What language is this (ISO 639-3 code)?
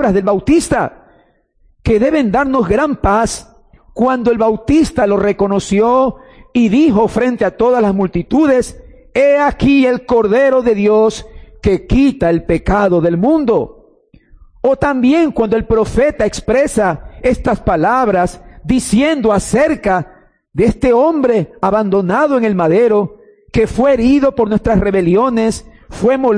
spa